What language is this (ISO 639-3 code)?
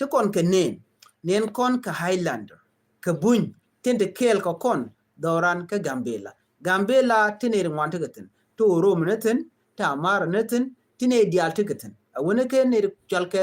nus